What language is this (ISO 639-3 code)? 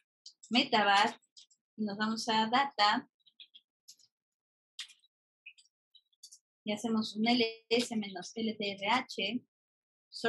spa